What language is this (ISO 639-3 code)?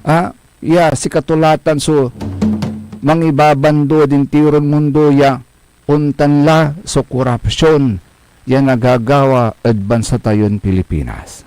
pag